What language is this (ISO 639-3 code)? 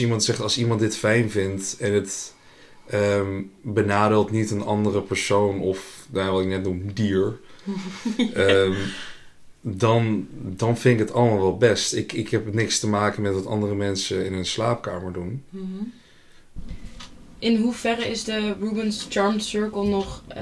nld